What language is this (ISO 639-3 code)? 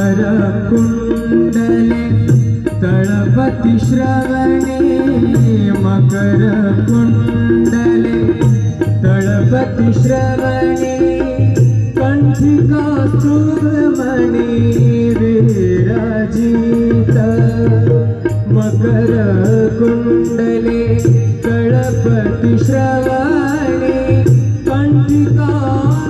mar